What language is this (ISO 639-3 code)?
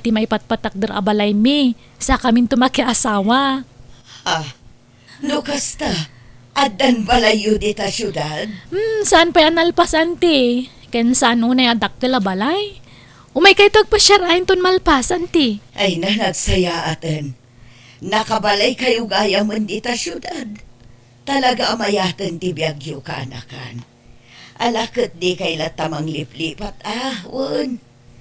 ilo